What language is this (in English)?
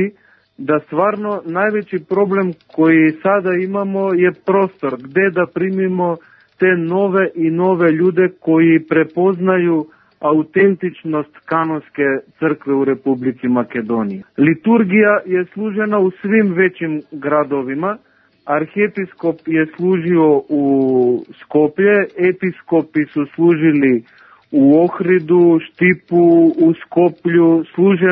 Serbian